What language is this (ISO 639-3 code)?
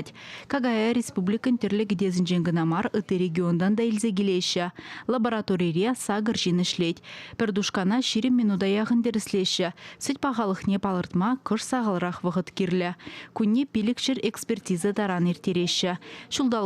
chv